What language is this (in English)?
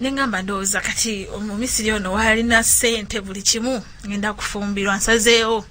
Ganda